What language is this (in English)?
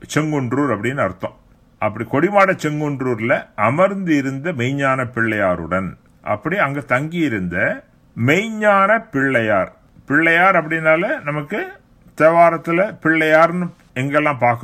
Tamil